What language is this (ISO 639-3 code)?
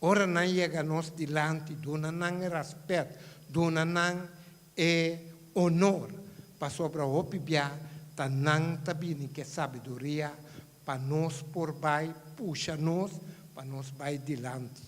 pap